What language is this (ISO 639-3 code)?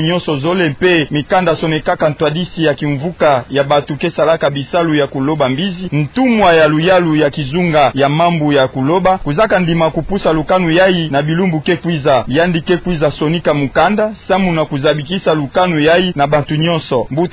ktu